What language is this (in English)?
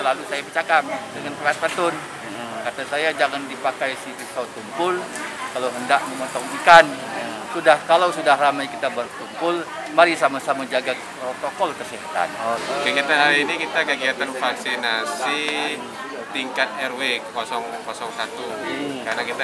Indonesian